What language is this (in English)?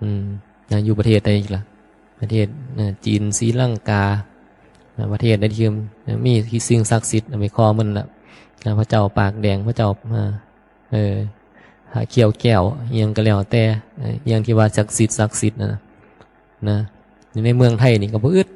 Northeastern Thai